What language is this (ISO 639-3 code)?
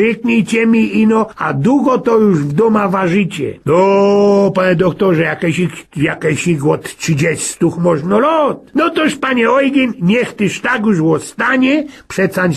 szl